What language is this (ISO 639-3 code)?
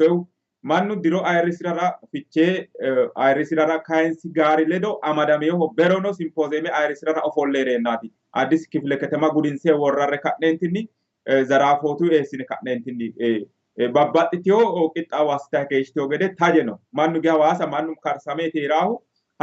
sid